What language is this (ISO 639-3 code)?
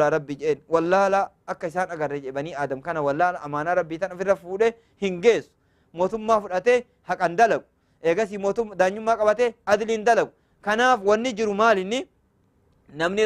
orm